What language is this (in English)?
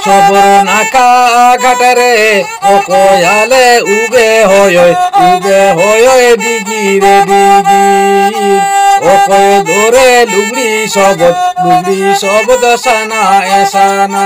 Santali